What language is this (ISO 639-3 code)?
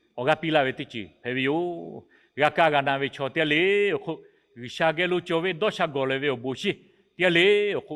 lhu